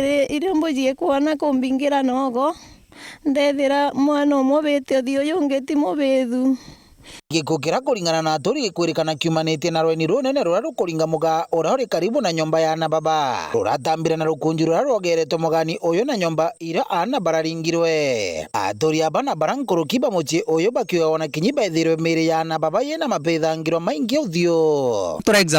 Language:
Meru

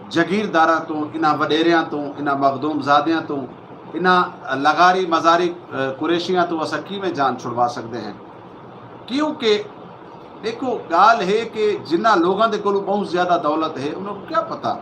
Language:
Saraiki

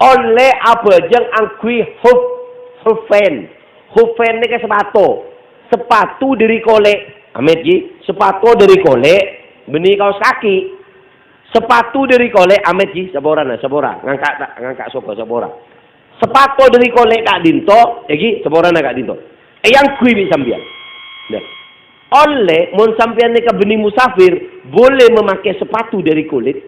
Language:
Madurese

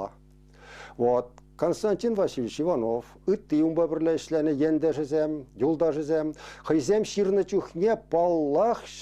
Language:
Chuvash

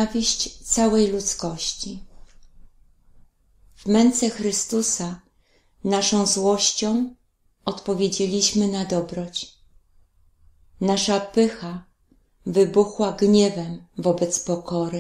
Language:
Polish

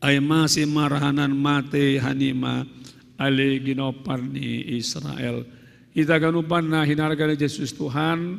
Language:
Batak Simalungun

